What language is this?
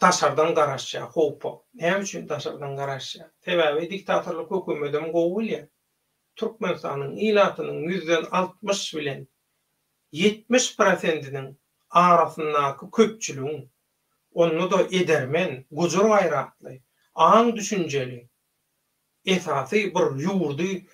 Turkmen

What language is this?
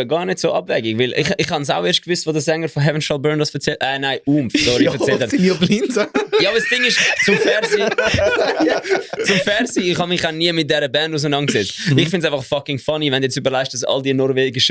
Swiss German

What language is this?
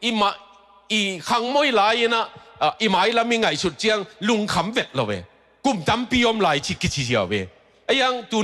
Tedim Chin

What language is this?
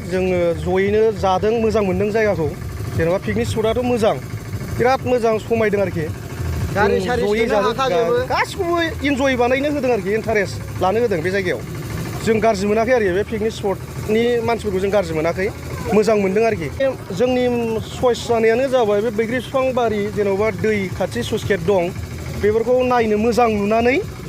Bodo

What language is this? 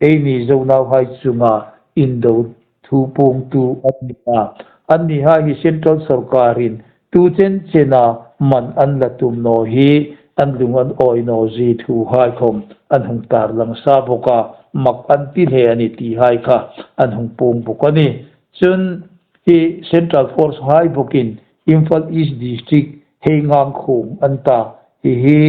Hmar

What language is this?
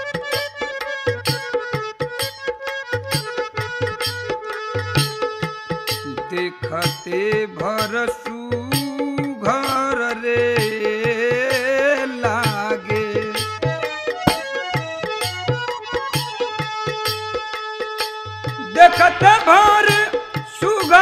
Bhojpuri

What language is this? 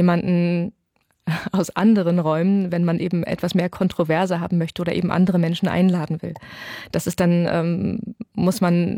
German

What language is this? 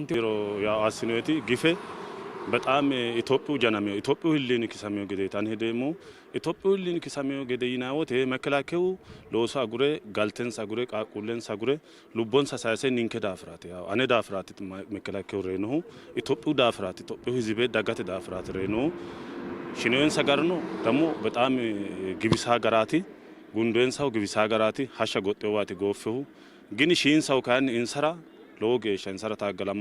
Sidamo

